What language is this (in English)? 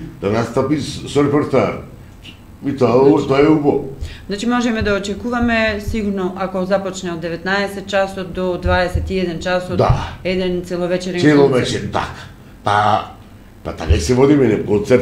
Macedonian